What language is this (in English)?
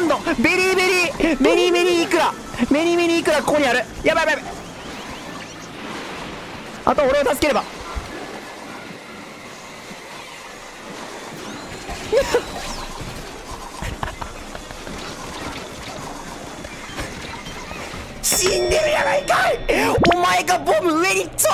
Japanese